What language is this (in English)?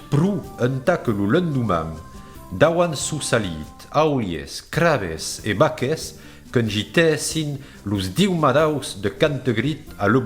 Occitan